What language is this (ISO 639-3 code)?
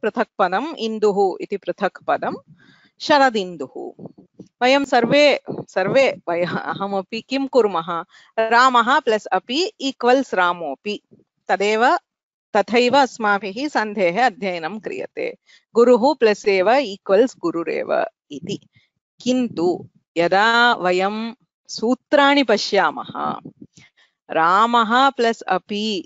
san